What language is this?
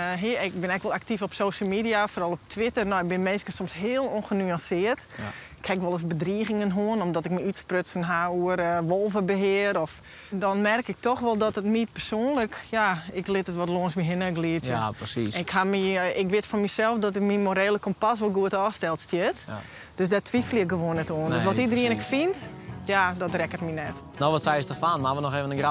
Western Frisian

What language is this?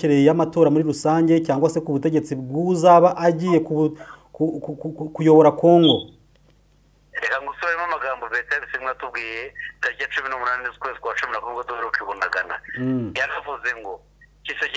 Kinyarwanda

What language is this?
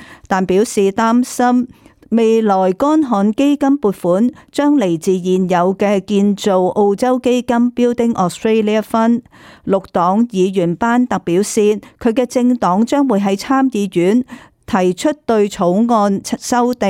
Cantonese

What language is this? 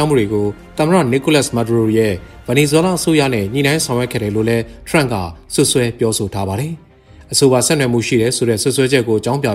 Burmese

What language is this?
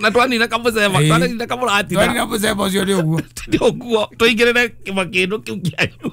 Kikuyu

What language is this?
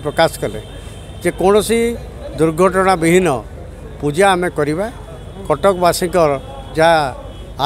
Odia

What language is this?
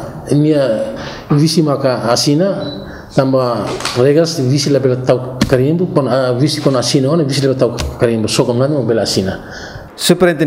Tetum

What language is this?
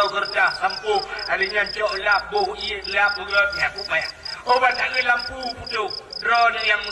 Achinese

